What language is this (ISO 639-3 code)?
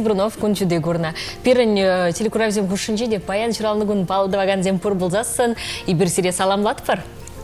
chv